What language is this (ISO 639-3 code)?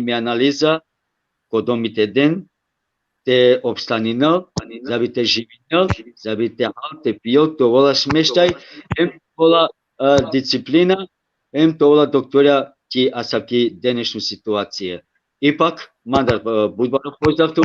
rmn